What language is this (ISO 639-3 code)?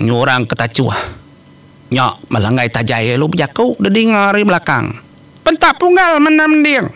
iba